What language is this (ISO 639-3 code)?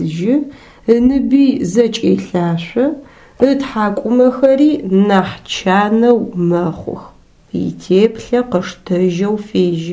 ady